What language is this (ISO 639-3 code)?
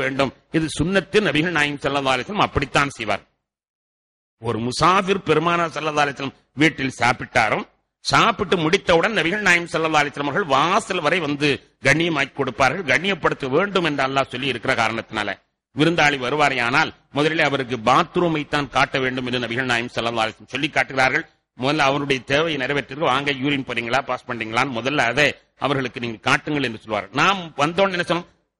tam